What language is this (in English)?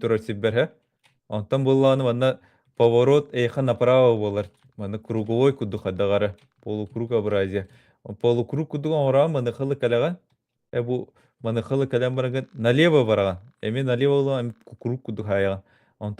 Yakut